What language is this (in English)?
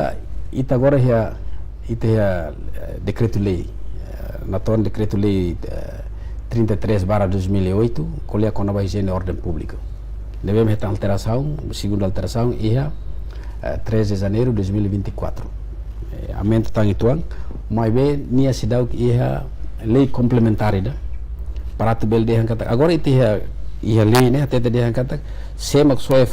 Tetum